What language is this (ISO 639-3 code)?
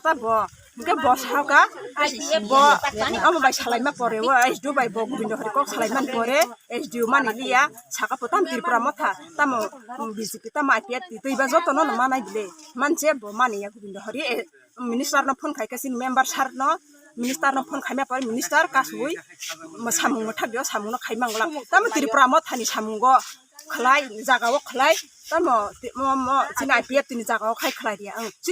trp